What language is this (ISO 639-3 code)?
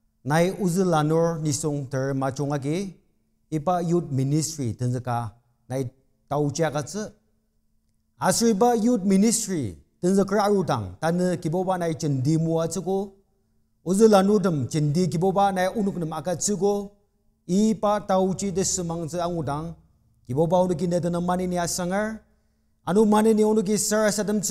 njo